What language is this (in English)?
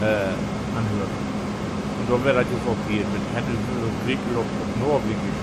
Low German